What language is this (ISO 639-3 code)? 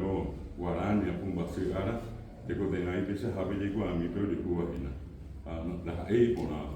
grn